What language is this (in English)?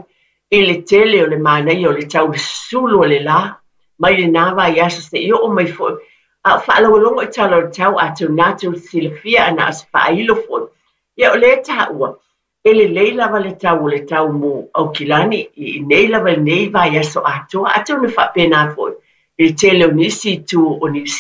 Samoan